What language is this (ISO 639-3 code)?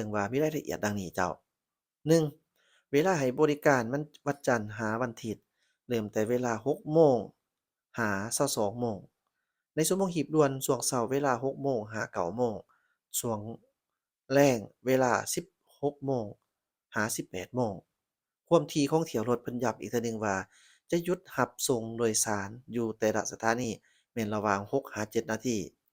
lao